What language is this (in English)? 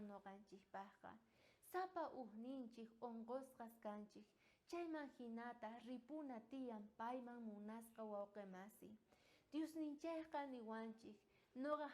South Bolivian Quechua